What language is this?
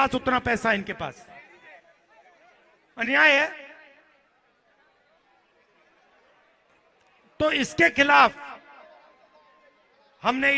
Hindi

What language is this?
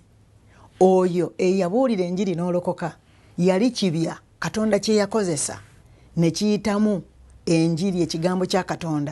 Ganda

